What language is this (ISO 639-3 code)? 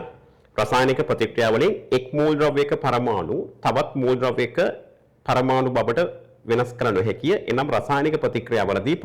sin